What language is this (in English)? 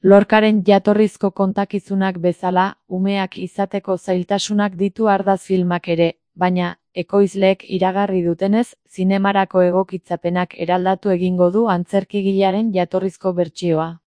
Basque